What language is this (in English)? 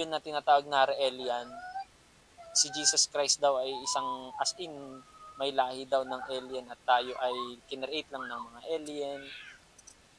Filipino